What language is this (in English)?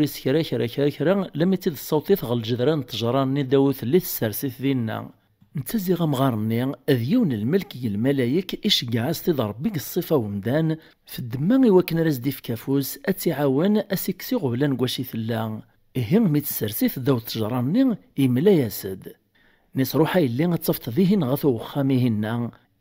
Kabyle